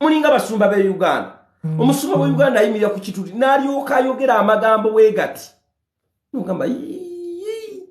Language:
Ganda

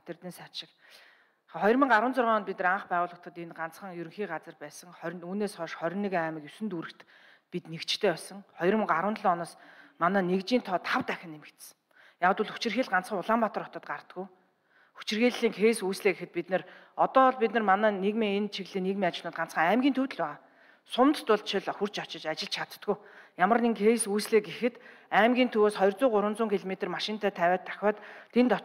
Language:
Mongolian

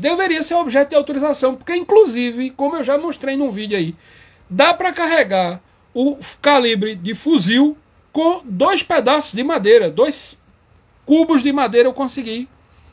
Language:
Portuguese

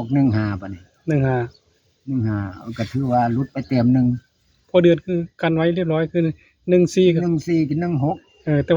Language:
Northeastern Thai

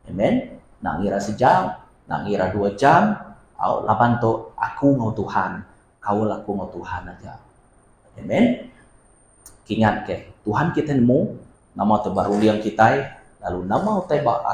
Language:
Iban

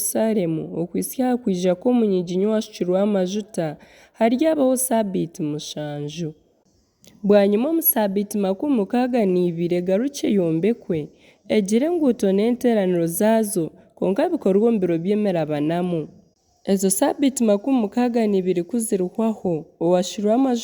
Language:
Nyankole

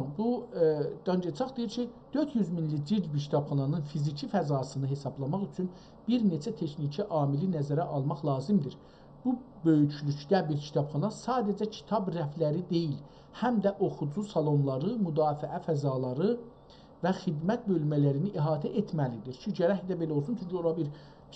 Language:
South Azerbaijani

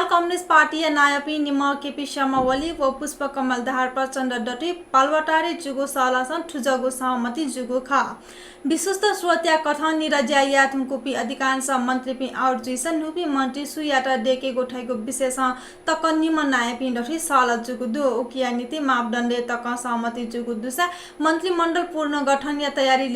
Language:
Newari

